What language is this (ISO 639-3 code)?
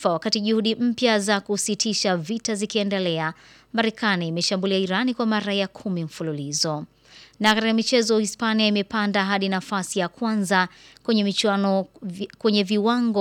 swa